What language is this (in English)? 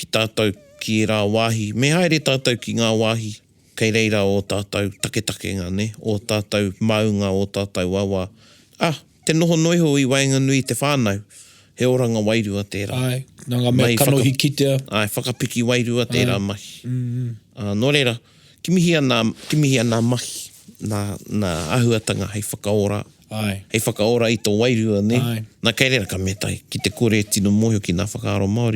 Māori